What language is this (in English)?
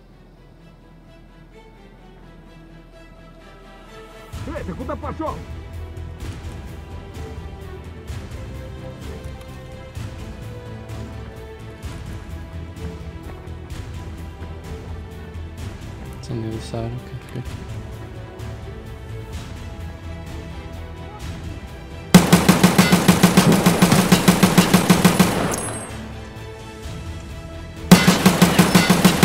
English